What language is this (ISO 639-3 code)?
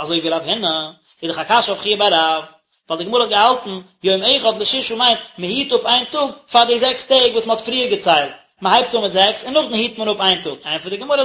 yid